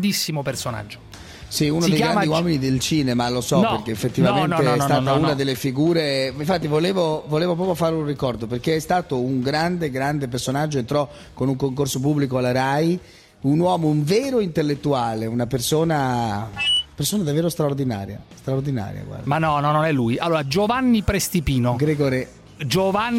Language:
Italian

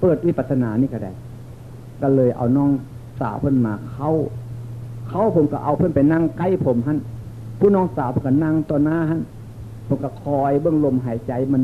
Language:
Northeastern Thai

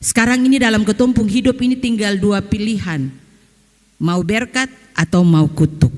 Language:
Ambonese Malay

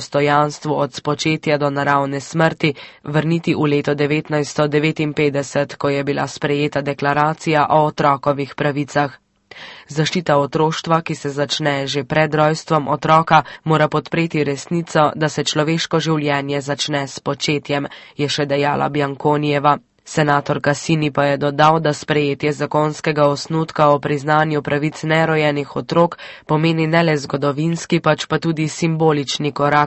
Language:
Slovenian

